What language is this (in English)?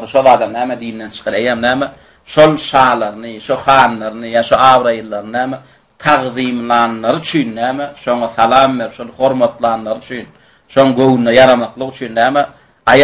Turkmen